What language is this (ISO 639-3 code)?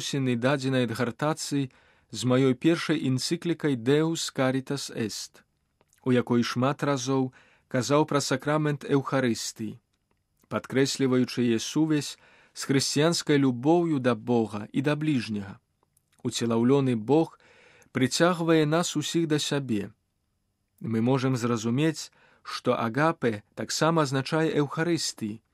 bel